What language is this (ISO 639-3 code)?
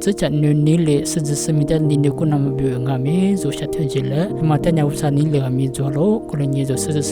lis